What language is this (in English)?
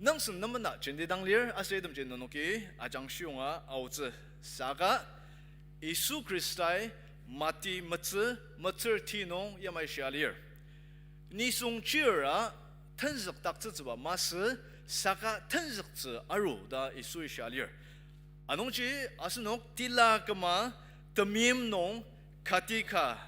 Ao Naga